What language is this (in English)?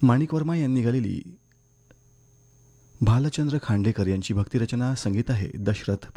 Marathi